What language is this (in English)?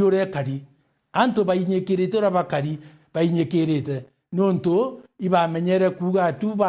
Meru